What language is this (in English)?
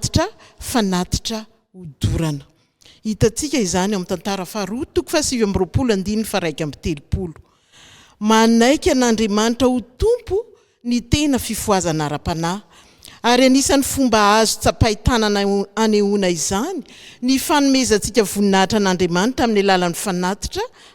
Malagasy